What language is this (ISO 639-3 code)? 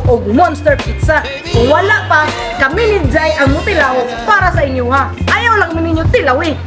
ceb